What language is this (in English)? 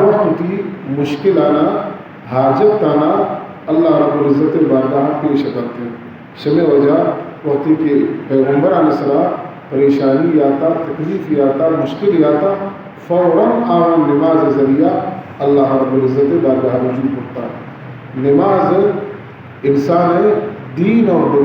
Baluchi